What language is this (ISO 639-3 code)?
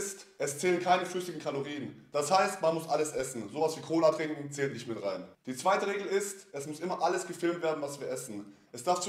deu